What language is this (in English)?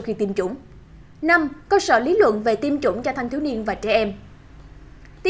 Vietnamese